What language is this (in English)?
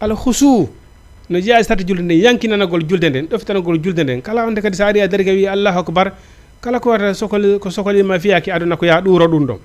Fula